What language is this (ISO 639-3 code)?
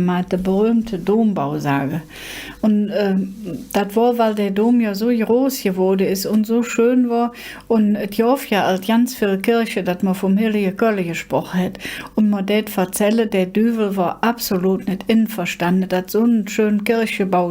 ksh